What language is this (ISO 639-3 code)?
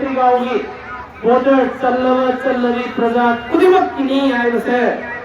mni